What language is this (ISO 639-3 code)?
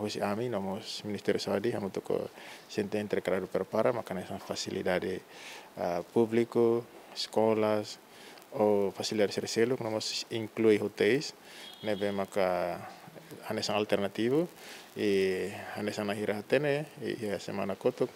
tet